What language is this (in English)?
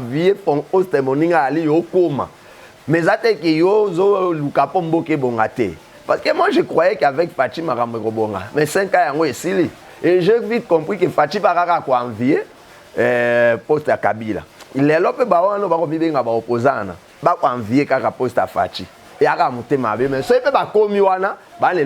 Lingala